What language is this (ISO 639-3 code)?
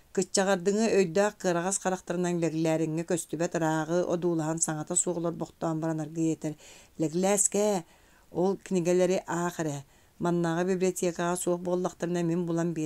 sah